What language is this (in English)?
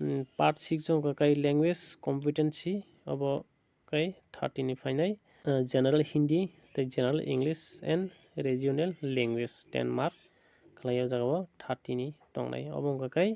Kok Borok